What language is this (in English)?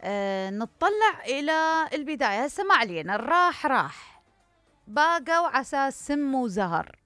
Mesopotamian Arabic